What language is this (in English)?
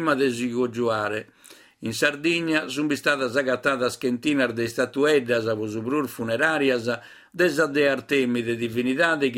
Sardinian